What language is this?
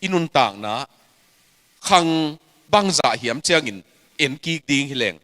Tedim Chin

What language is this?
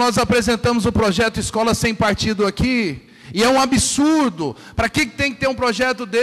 Portuguese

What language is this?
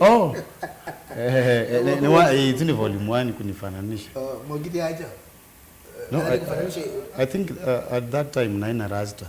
Kamba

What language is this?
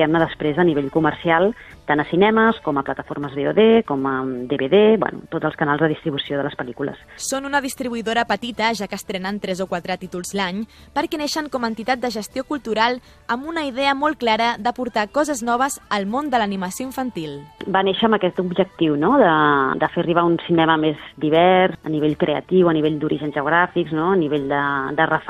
Catalan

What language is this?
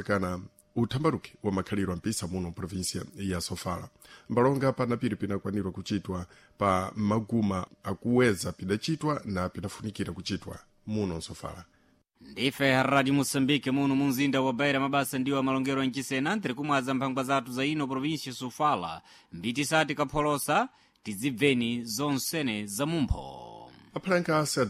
Sena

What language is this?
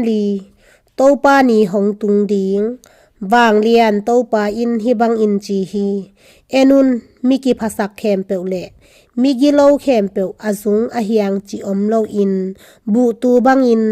Tedim Chin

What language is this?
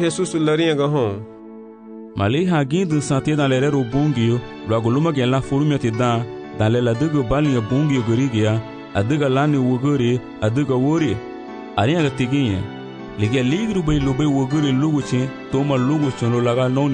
Garifuna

